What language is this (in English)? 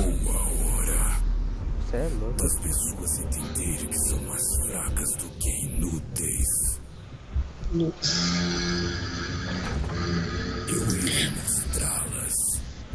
Portuguese